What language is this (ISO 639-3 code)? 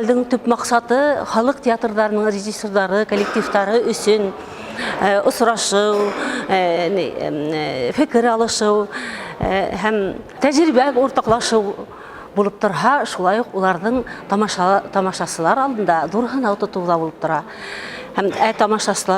bak